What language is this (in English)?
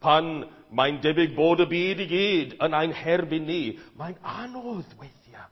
Welsh